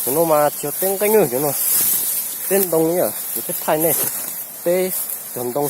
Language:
Hmong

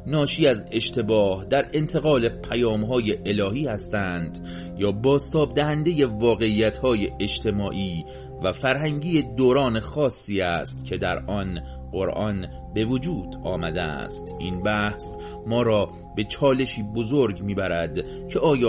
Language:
Persian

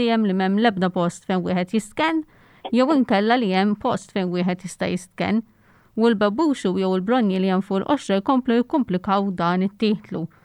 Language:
Maltese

